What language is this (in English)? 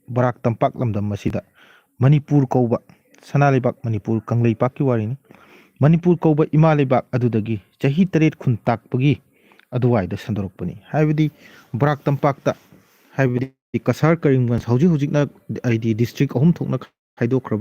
Manipuri